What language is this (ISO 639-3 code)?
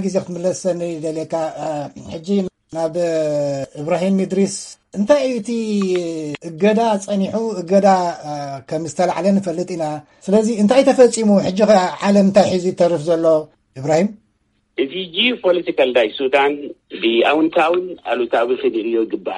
tir